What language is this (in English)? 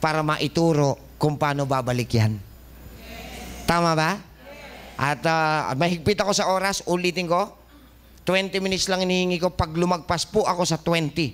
Filipino